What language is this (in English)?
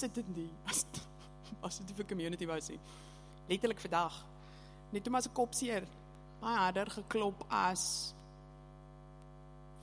Afrikaans